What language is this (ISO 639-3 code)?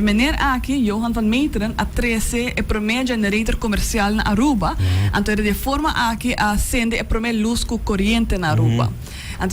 pap